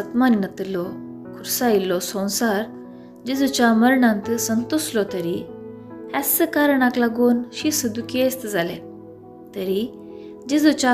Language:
Konkani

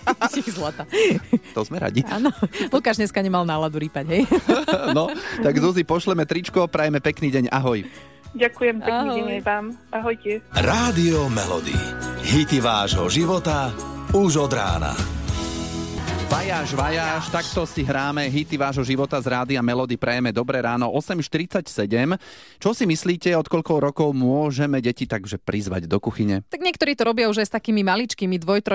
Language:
Slovak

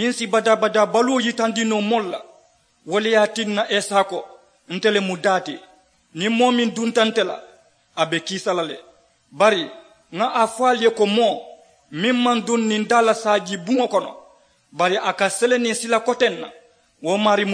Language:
Mandingo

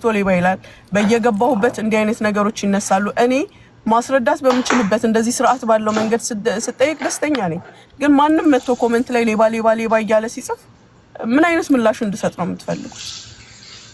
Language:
Amharic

